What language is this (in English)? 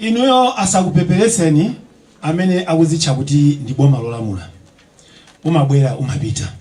Nyanja